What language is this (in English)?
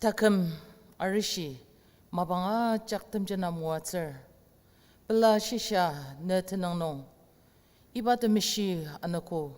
Ao Naga